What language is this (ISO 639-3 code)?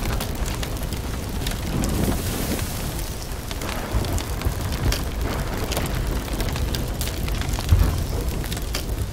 est